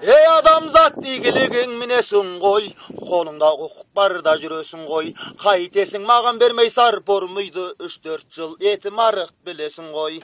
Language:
Kazakh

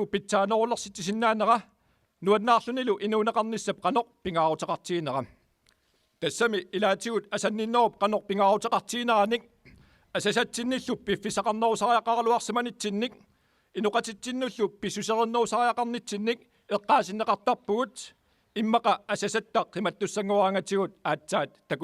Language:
Kalaallisut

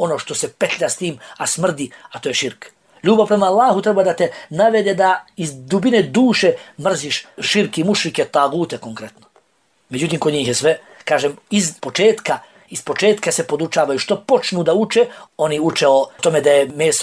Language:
Bosnian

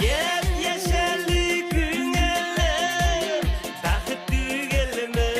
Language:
Bashkir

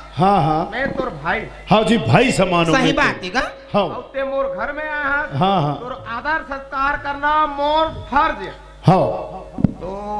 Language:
Chhattisgarhi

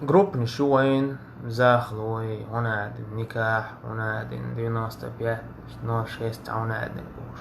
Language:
Chechen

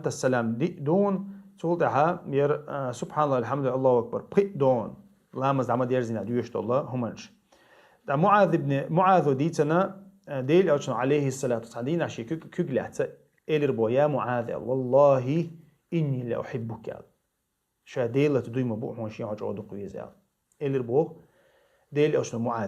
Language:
Chechen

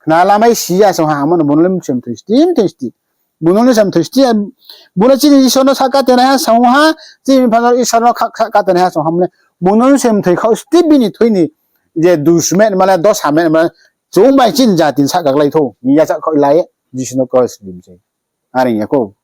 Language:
Riang (India)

